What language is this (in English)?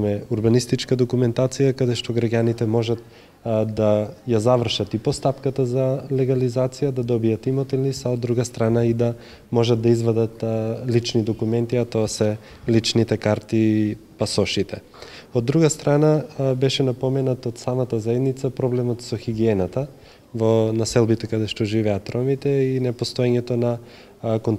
Macedonian